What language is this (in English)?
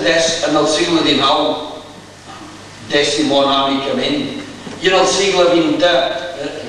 Catalan